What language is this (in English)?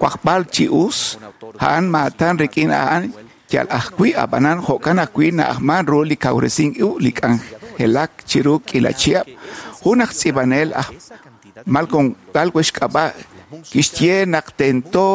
Kekchí